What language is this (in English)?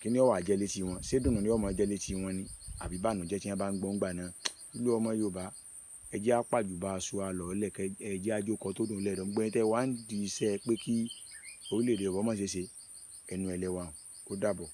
Yoruba